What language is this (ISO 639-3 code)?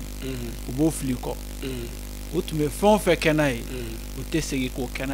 bam